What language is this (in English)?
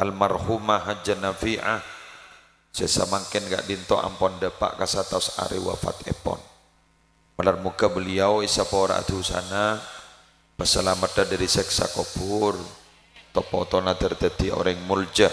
Madurese